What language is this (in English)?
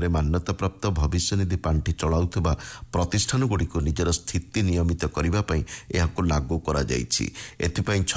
Odia